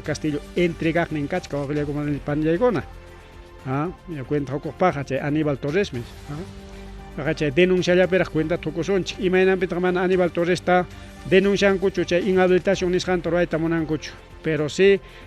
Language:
Ayacucho Quechua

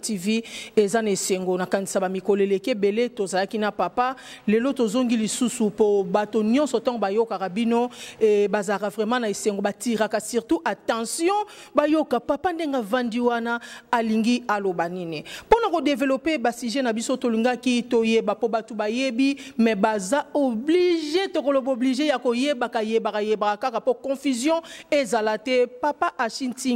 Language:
Lingala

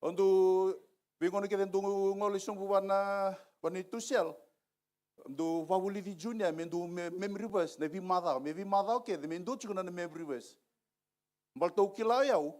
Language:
Fijian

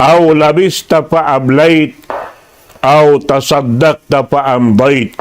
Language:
Tausug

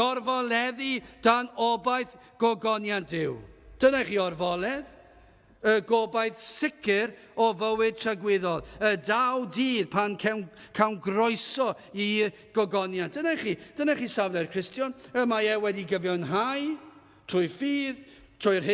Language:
Welsh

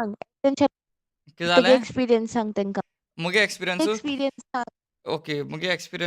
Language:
Konkani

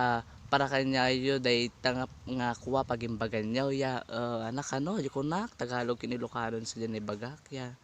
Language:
Iloko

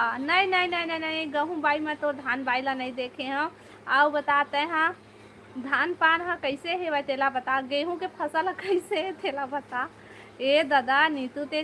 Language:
Chhattisgarhi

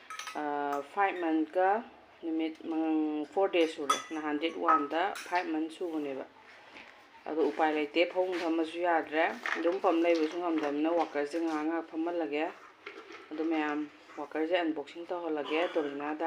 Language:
Manipuri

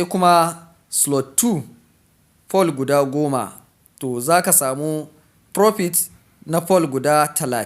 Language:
Hausa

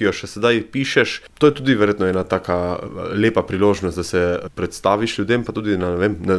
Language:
Slovenian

